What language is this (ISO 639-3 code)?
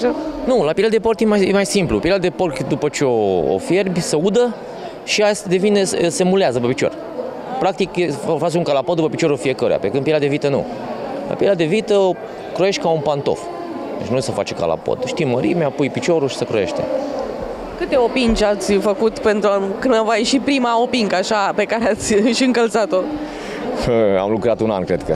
ron